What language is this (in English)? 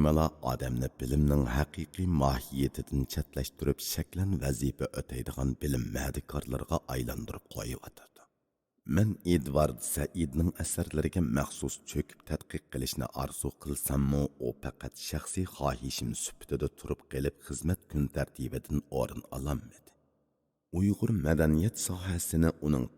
Uyghur